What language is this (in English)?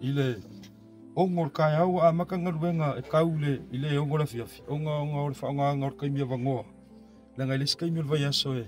Samoan